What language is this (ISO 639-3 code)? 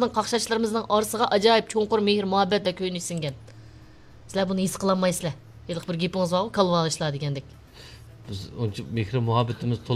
uig